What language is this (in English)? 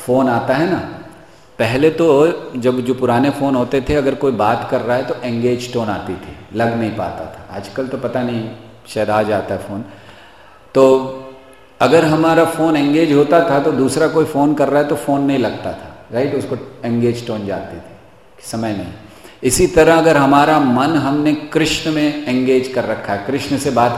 Hindi